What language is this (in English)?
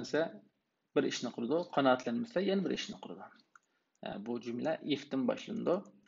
Uyghur